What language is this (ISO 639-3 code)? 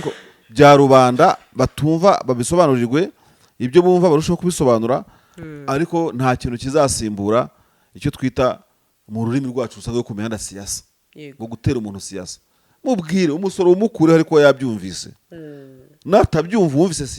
kin